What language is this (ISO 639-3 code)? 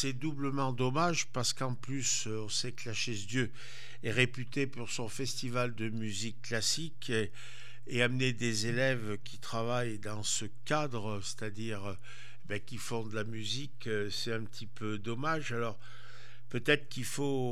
fra